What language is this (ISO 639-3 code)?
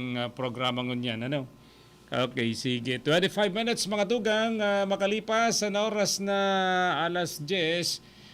bik